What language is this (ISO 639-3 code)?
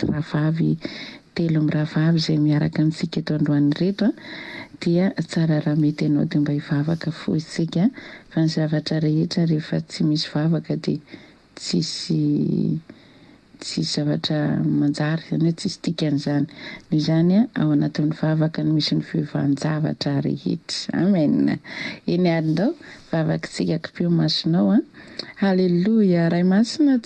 mlg